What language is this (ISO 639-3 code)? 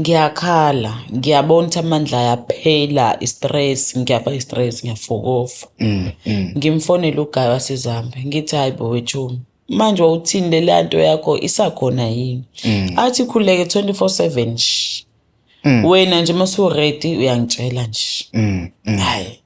zul